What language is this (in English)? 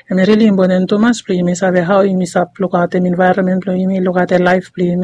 Bislama